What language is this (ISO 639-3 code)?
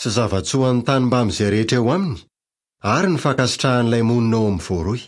mlg